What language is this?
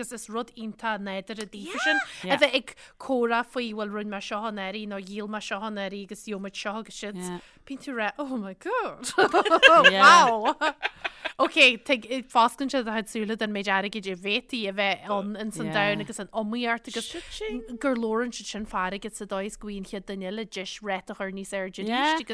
Irish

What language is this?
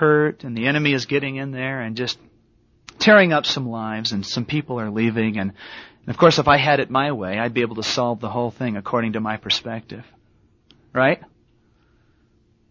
English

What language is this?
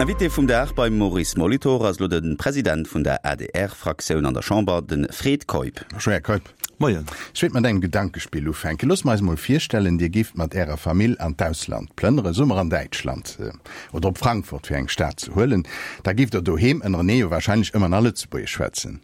Luxembourgish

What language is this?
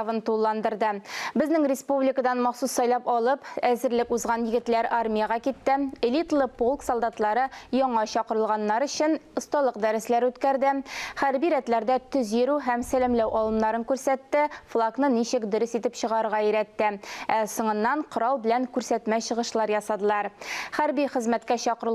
Tatar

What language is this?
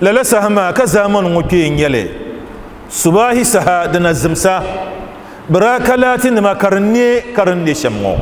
Dagbani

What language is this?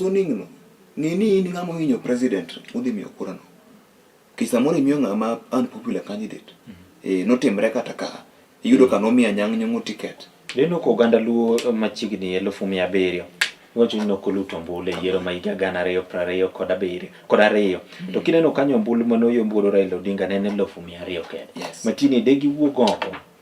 Luo (Kenya and Tanzania)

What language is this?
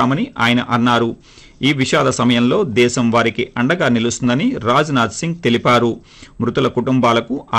Telugu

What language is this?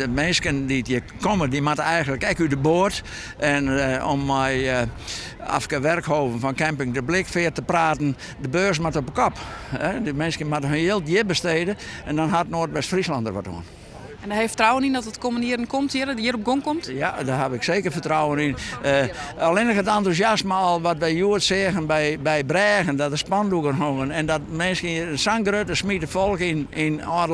Western Frisian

